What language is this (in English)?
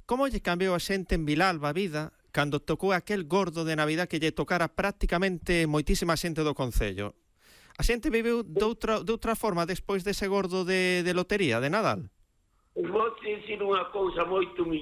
Galician